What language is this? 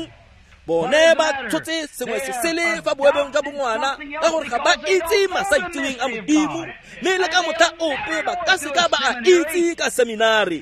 Tswana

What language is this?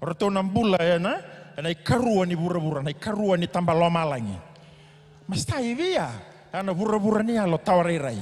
Fijian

